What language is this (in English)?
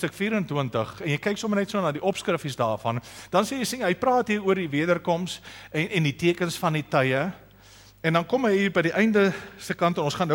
Afrikaans